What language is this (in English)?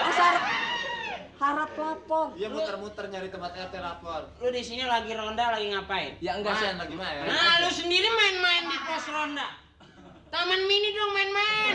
Betawi